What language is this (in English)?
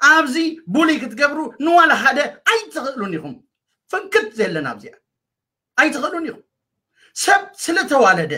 Tigrinya